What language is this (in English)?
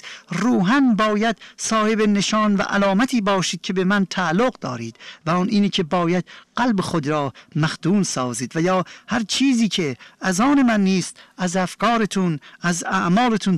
Persian